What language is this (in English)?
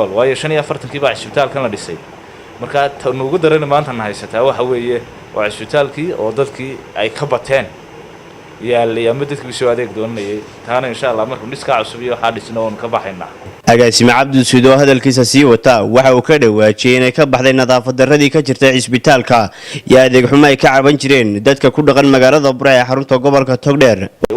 Somali